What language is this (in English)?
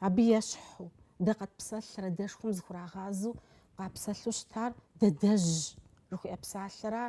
Kabardian